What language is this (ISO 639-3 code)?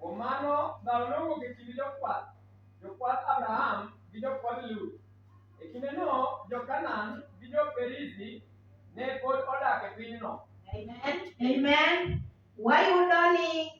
luo